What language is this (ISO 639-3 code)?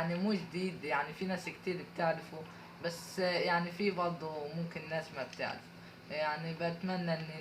arz